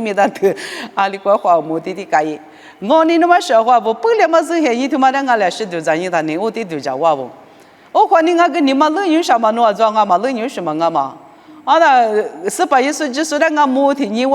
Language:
Lisu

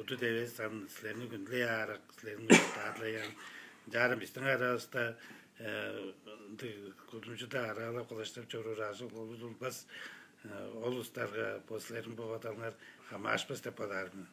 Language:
Tuvinian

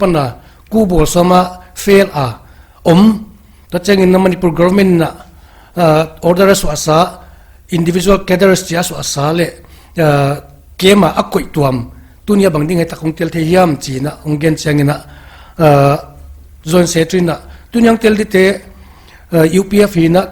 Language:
Paite Chin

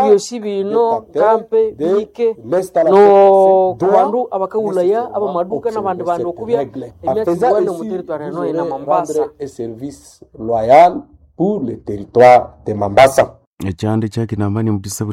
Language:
Nande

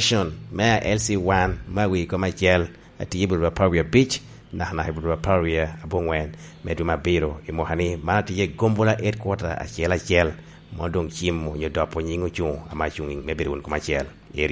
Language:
Lango (Uganda)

